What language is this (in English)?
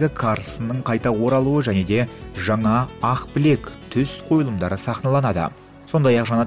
Kazakh